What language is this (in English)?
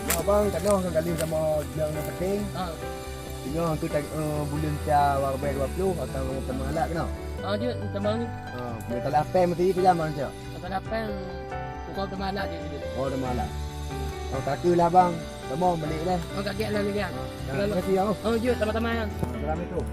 Achinese